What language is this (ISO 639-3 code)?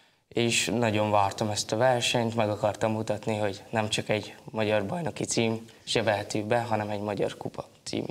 hun